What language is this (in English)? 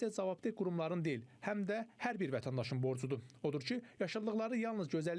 Azerbaijani